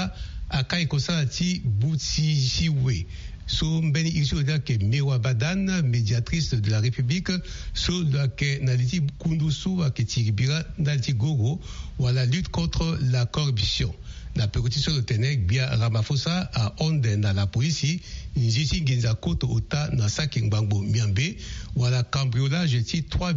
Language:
Sango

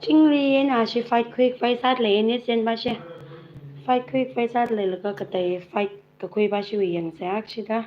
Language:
Tangkhul Naga (India)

